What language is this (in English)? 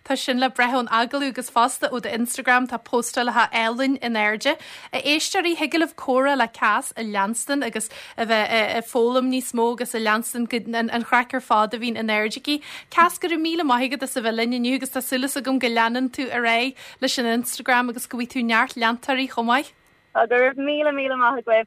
Irish